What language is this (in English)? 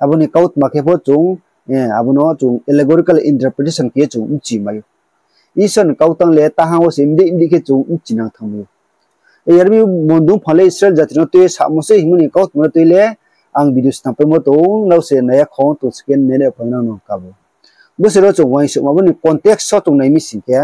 Riang (India)